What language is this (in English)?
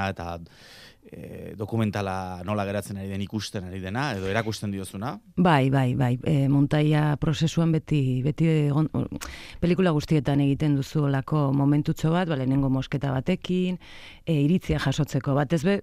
Basque